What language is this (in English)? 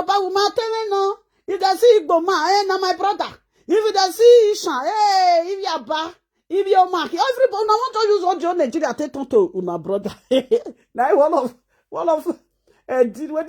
Nigerian Pidgin